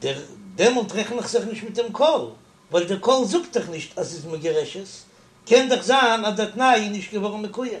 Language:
Yiddish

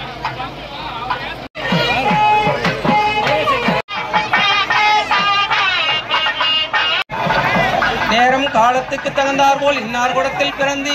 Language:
Tamil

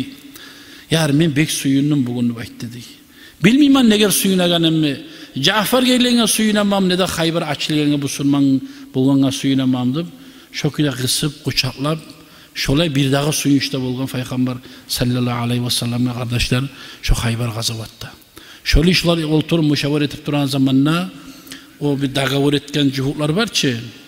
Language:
Kumyk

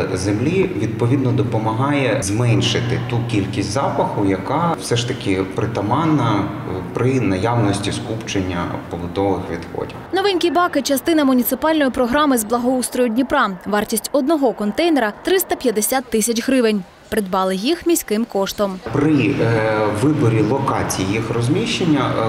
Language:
Ukrainian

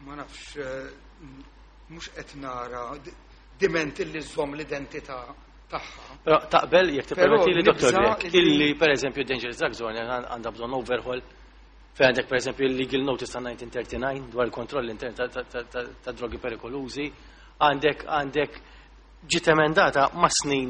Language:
Maltese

